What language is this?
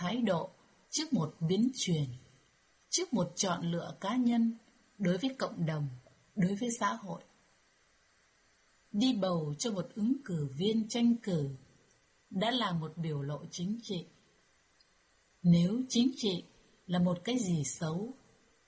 Vietnamese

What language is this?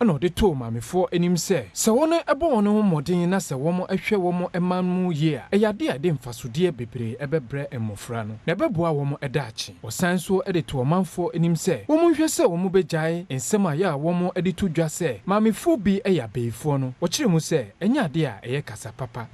Akan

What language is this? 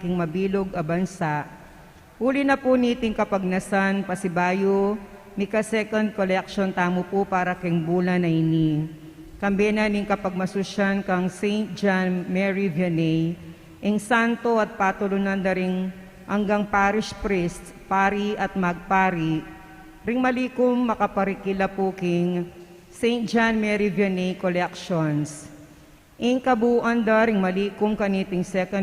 Pampanga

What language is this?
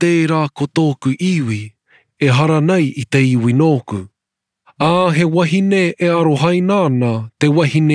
Māori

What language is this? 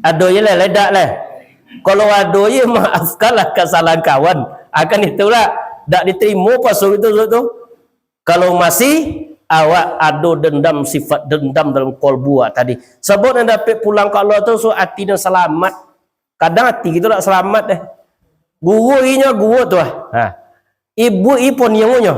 Minangkabau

